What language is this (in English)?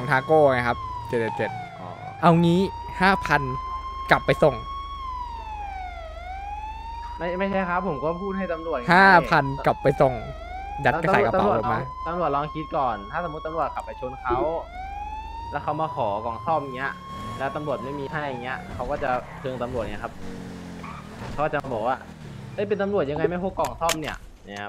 Thai